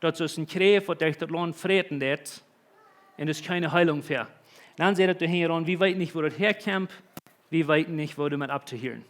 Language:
Plautdietsch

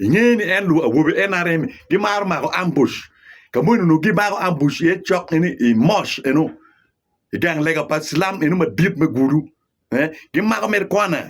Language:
Acoli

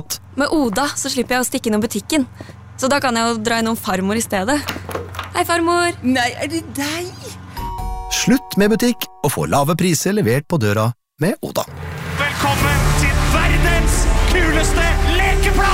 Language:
Norwegian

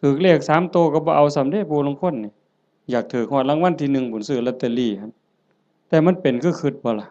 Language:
Lao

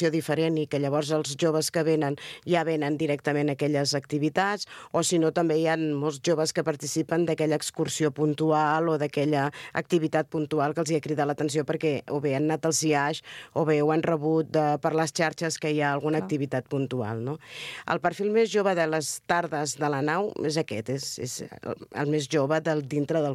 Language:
Catalan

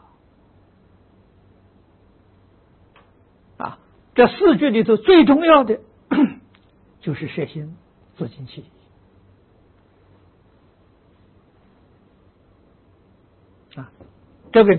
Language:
Chinese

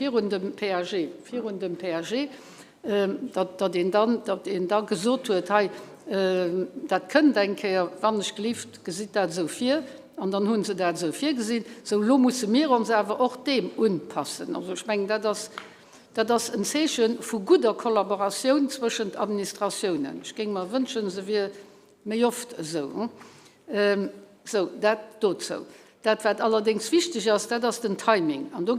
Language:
Luxembourgish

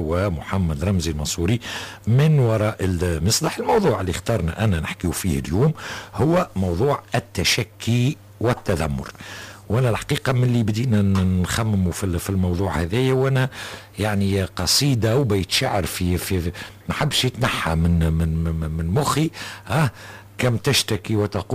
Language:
Tunisian Arabic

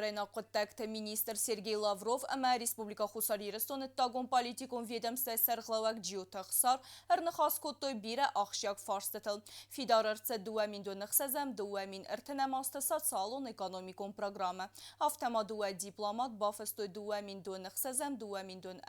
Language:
Ossetic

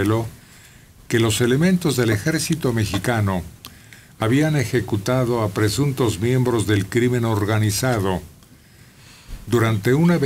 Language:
Spanish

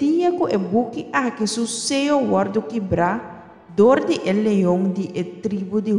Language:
Papiamento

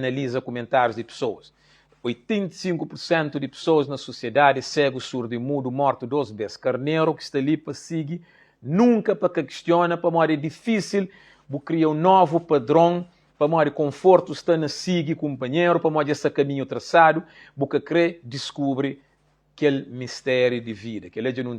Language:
Kabuverdianu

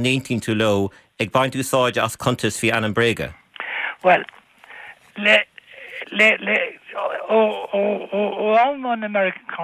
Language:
Irish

